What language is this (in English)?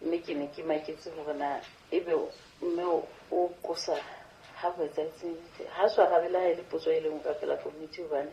Southern Sotho